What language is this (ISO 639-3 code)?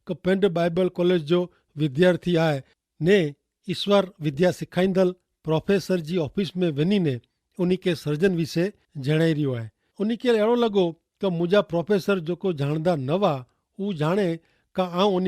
kfr